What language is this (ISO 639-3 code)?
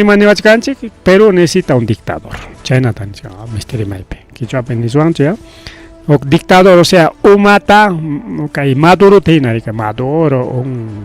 quy